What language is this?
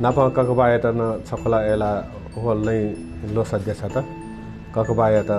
Newari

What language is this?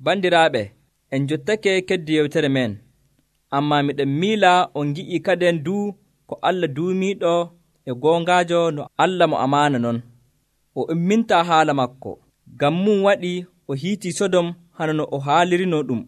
Nigerian Fulfulde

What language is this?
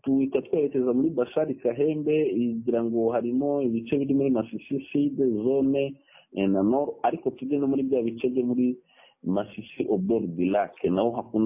Kinyarwanda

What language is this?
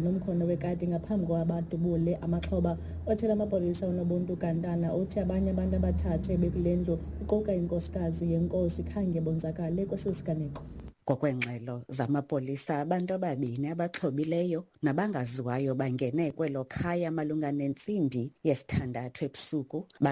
Xhosa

